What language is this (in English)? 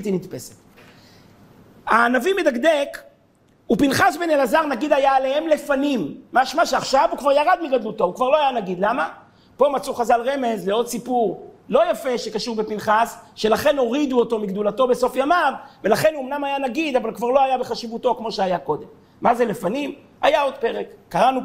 Hebrew